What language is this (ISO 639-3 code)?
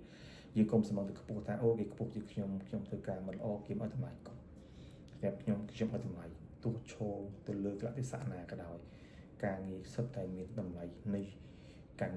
khm